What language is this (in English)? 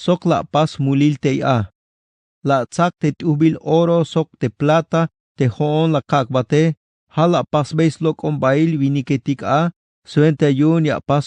Tzeltal